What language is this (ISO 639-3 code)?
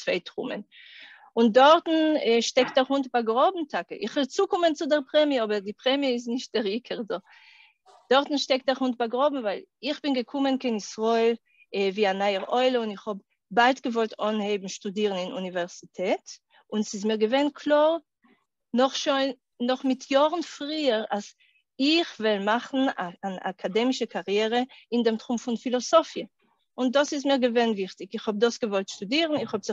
yid